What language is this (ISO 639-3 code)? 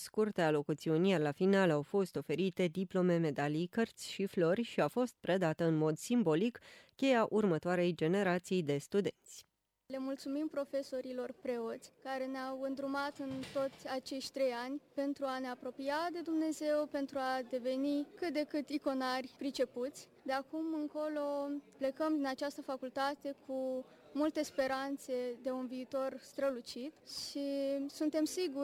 ron